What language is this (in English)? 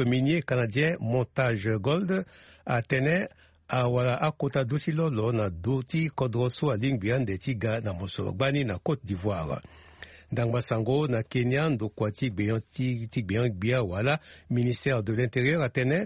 Sango